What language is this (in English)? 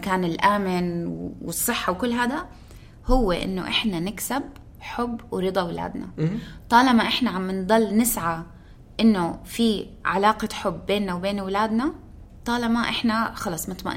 North Levantine Arabic